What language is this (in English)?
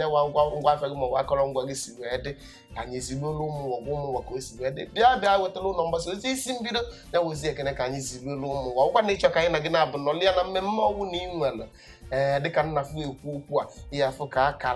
Igbo